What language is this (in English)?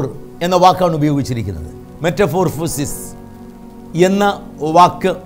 Malayalam